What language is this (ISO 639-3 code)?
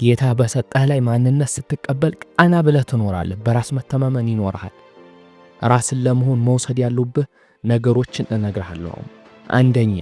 amh